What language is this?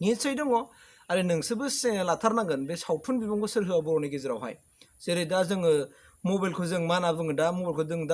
Bodo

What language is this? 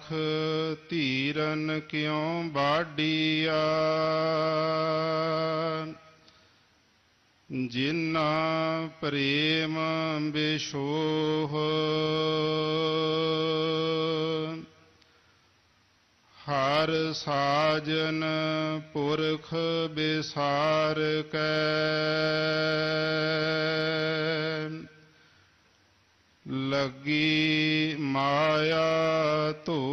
Punjabi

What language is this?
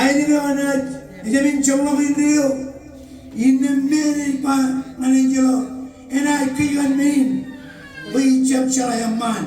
Marshallese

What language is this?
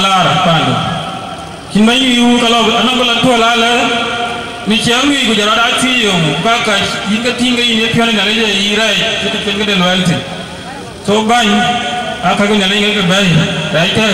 Dinka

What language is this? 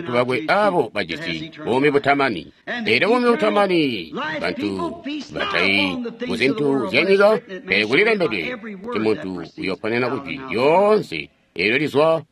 Tonga (Zambia)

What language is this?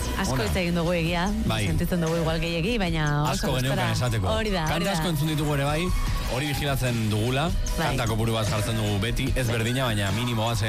Basque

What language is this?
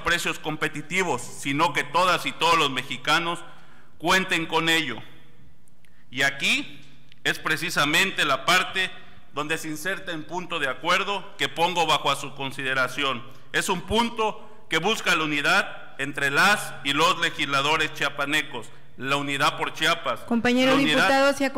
Spanish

